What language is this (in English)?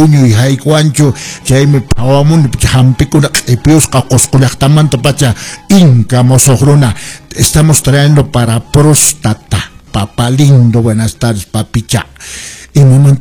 Quechua